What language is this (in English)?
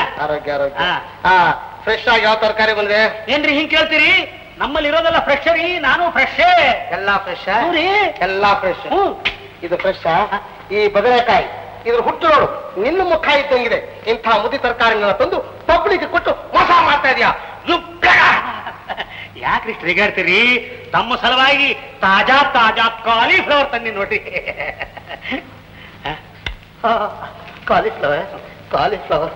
Kannada